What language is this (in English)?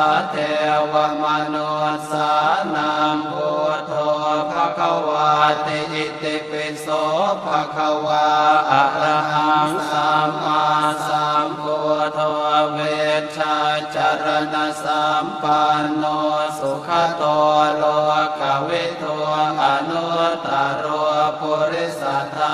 Pali